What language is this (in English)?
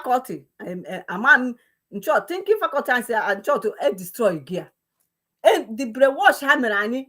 Igbo